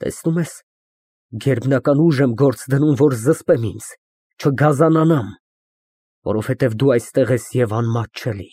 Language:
Armenian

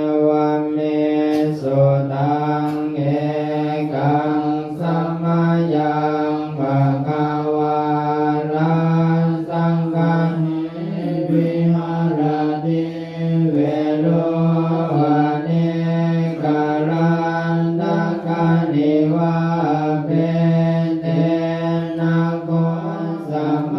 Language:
Pali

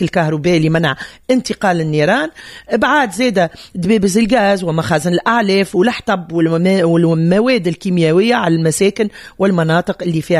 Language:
Tunisian Arabic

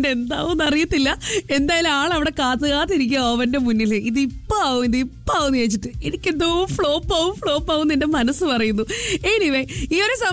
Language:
Malayalam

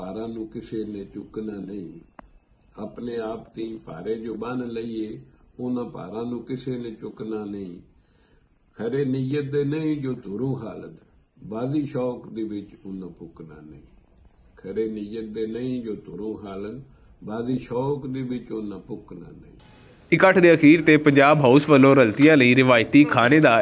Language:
Western Panjabi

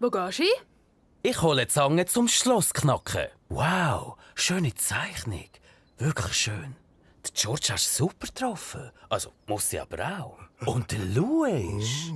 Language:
Swiss German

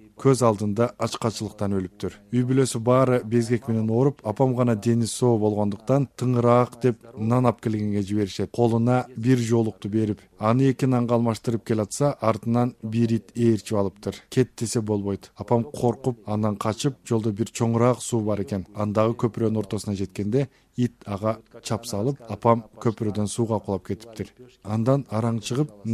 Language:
Kyrgyz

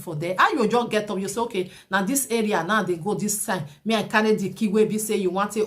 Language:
Nigerian Pidgin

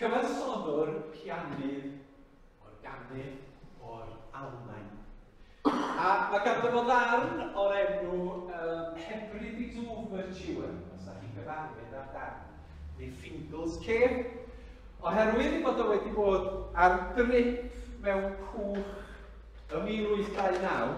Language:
Welsh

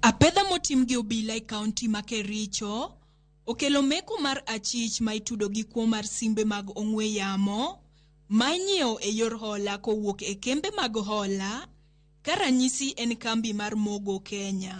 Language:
Luo (Kenya and Tanzania)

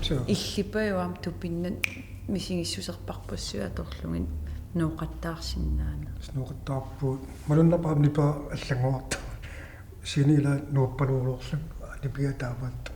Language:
Kalaallisut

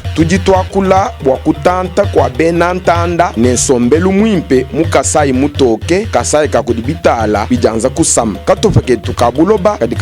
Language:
Luba-Lulua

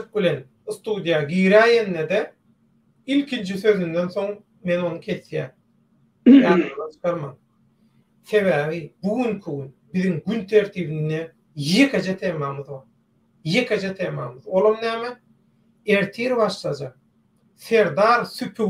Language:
Turkmen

